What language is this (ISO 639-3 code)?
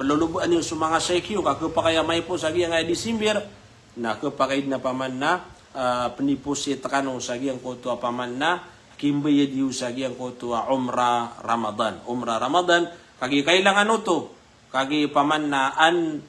mrw